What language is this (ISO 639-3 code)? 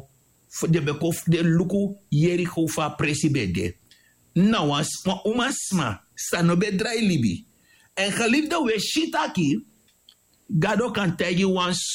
srn